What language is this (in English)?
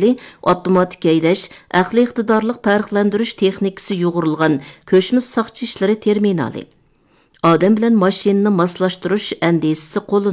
Uyghur